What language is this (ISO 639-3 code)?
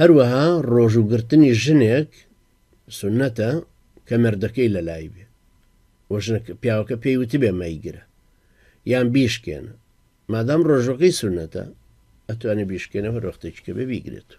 ckb